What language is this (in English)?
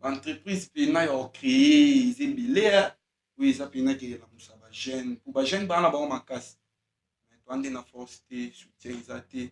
Lingala